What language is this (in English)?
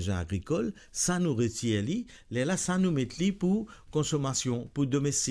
Morisyen